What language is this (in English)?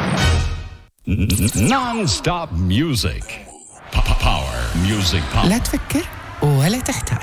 Arabic